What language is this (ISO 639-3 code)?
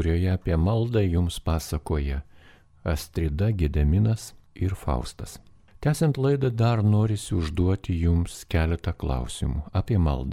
lit